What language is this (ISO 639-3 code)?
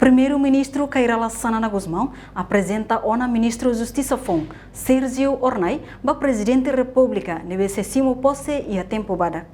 tet